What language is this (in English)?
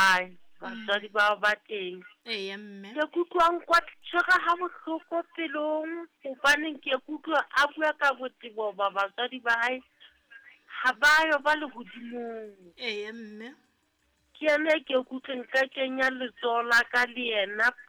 Southern Sotho